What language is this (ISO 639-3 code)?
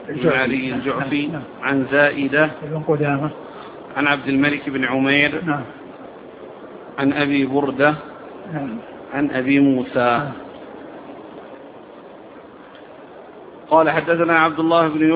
ara